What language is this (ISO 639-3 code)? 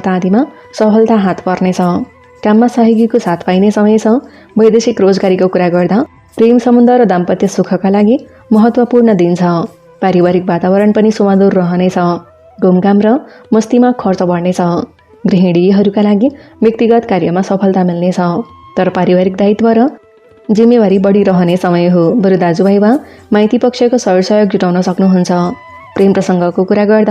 nep